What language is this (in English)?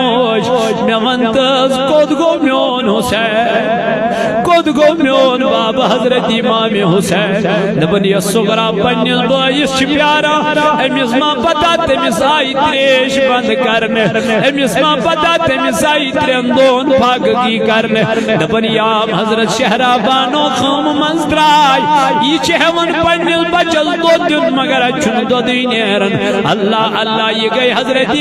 Kashmiri